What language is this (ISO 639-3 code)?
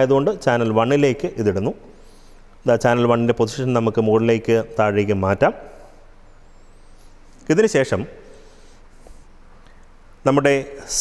mal